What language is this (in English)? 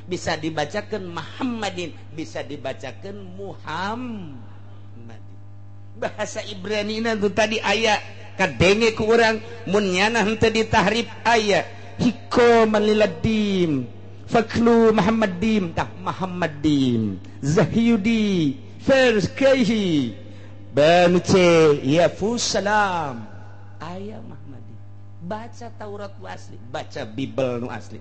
Sundanese